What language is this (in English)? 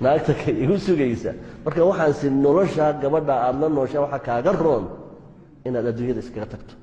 Somali